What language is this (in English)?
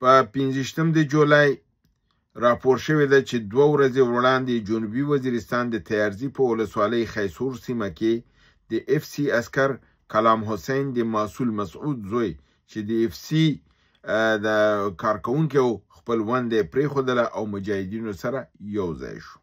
Pashto